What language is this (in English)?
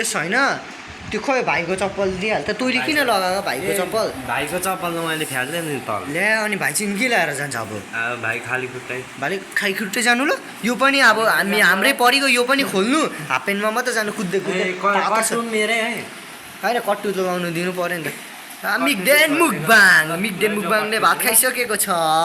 Nepali